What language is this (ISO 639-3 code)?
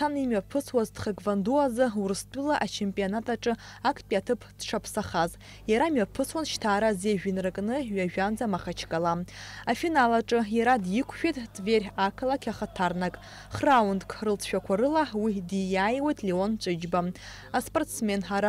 abk